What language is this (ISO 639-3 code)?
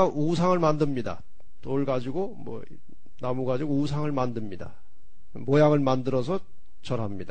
kor